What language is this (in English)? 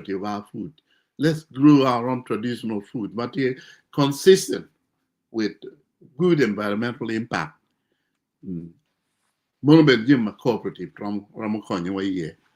Acoli